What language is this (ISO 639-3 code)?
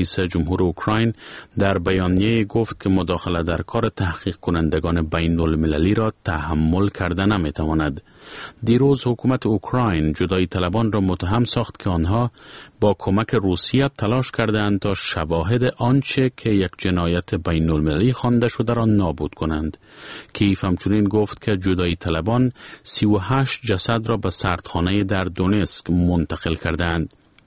fas